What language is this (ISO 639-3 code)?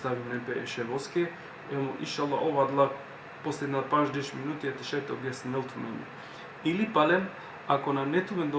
rmn